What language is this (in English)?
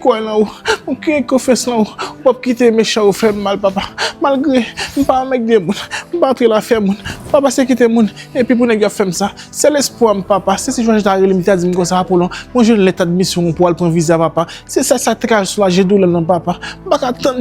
Haitian Creole